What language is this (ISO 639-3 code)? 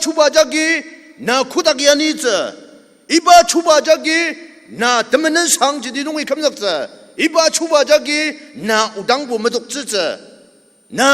njo